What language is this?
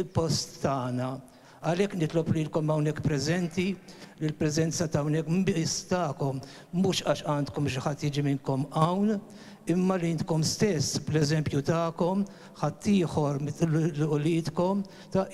Maltese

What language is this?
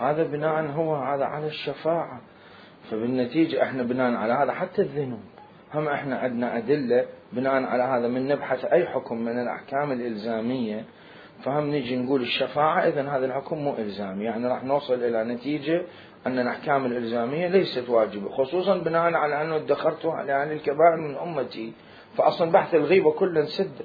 Mesopotamian Arabic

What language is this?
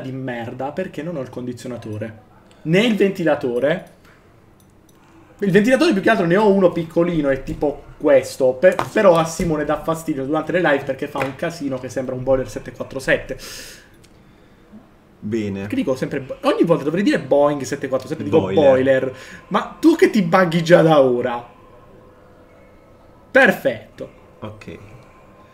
Italian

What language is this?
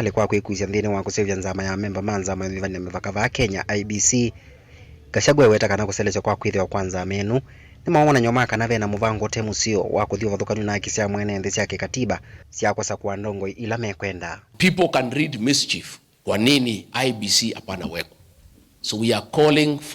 Kamba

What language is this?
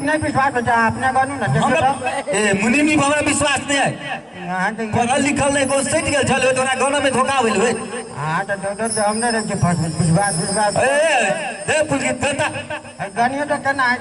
Maithili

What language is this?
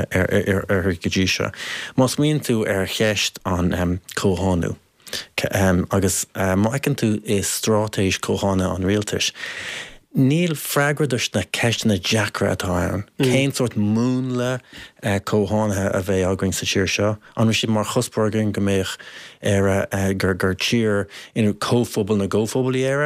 Irish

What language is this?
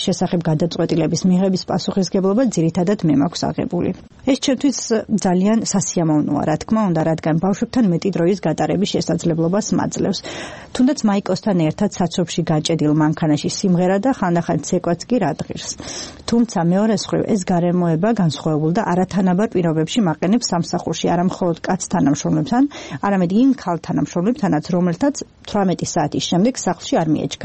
Georgian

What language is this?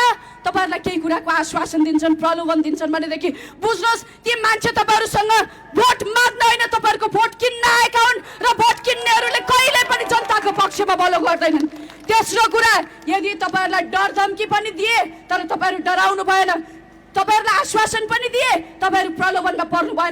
Nepali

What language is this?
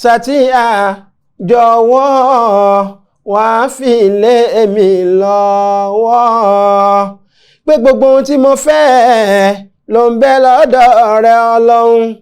Yoruba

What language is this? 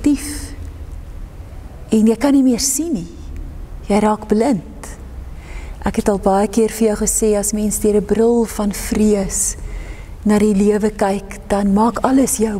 Afrikaans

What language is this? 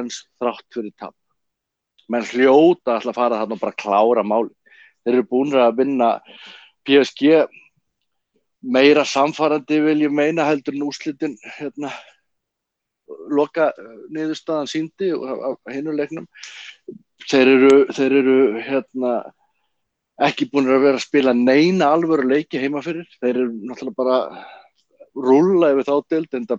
Icelandic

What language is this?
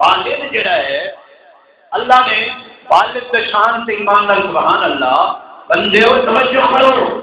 Saraiki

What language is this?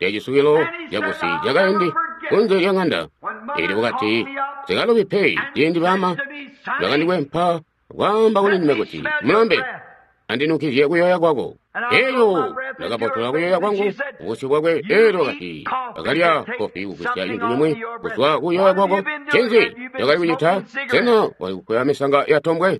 Tonga (Zambia)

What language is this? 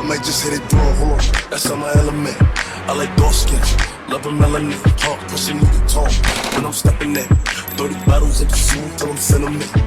Swiss German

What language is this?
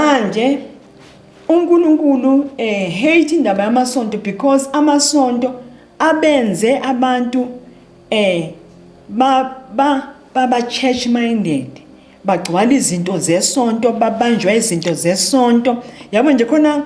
Zulu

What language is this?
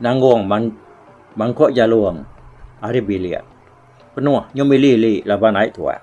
Iban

